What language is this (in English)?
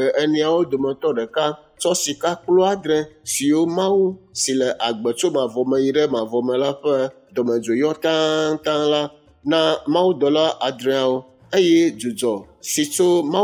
Ewe